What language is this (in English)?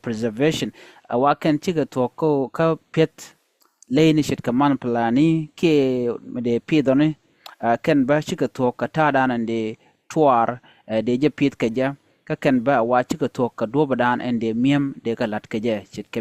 Nuer